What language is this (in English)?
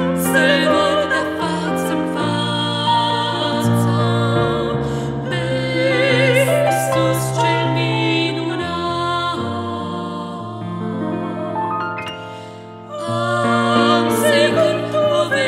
Romanian